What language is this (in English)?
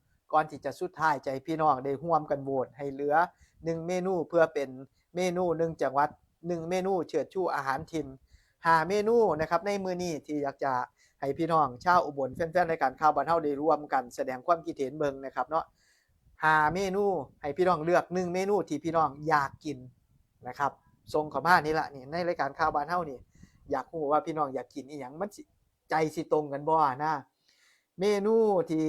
Northeastern Thai